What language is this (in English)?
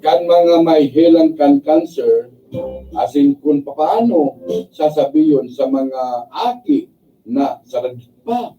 Bikol